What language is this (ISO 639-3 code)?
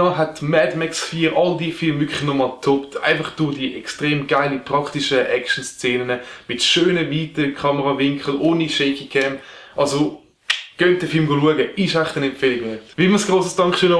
gsw